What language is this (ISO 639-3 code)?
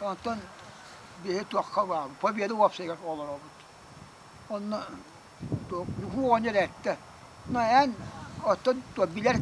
sah